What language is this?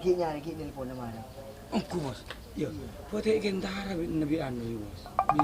Madurese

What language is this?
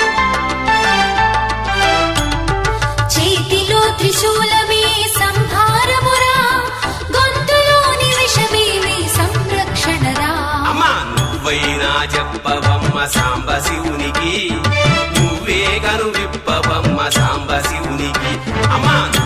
Telugu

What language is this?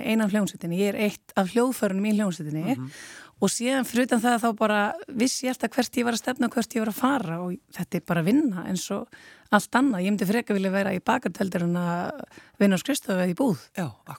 Icelandic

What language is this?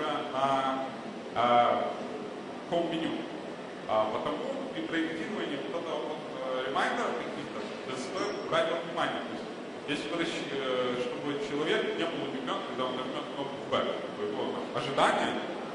Russian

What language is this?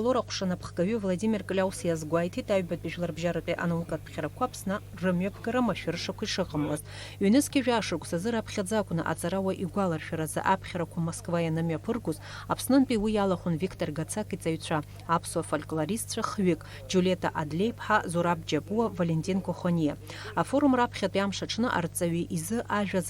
Abkhazian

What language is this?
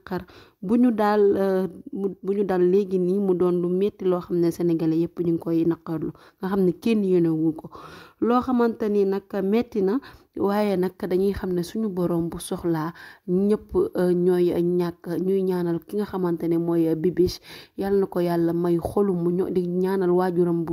Wolof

